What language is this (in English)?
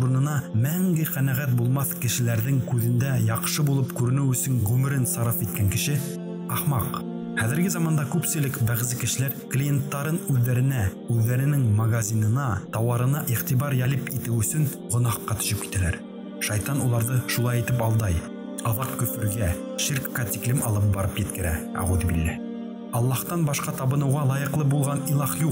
Bashkir